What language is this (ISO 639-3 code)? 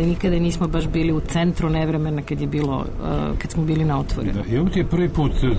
srp